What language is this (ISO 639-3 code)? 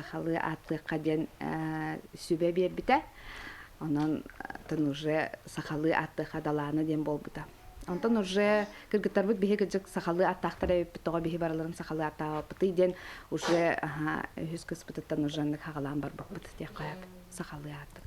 sah